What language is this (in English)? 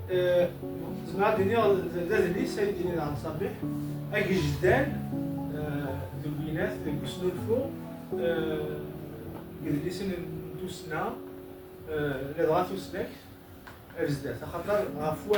Kabyle